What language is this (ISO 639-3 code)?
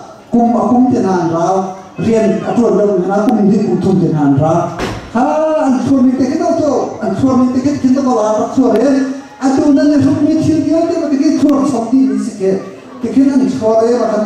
cnh